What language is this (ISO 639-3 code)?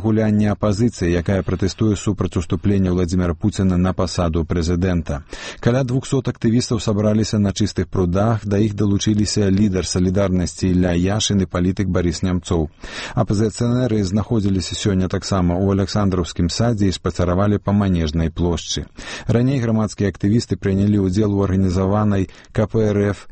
bel